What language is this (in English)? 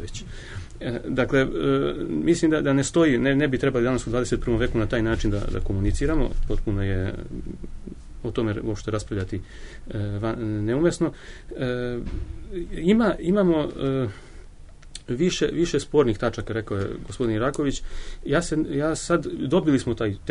Serbian